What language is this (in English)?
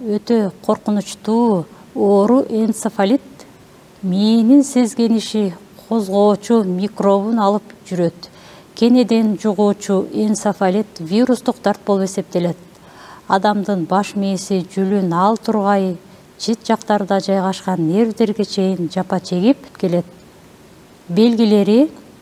Kyrgyz